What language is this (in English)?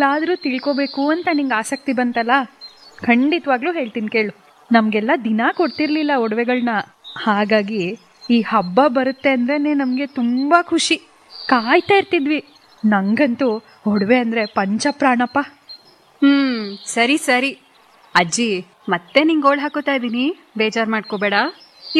Kannada